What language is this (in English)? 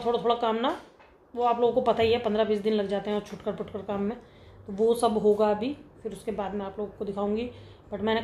Hindi